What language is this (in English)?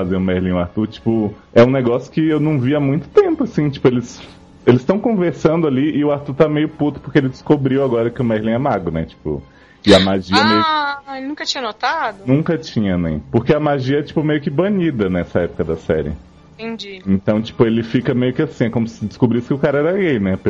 Portuguese